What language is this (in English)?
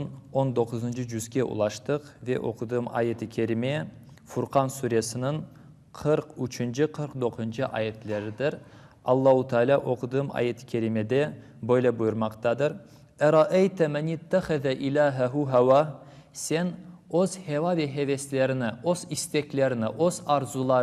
Crimean Tatar